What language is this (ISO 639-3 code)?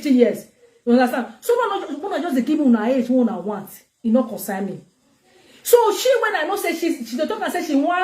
pcm